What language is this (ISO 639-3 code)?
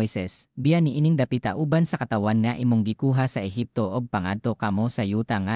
ceb